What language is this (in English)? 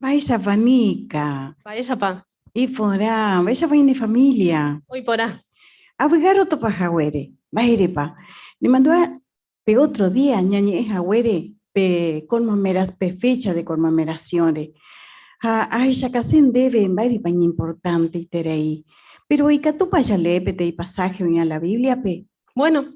Guarani